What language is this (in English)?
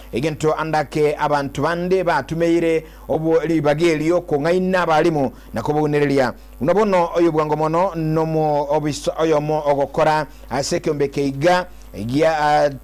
Gusii